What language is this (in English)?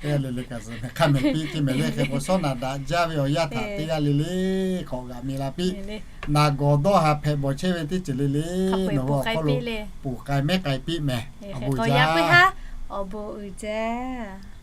Lahu